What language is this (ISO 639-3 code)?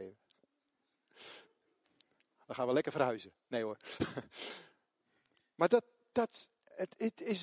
nld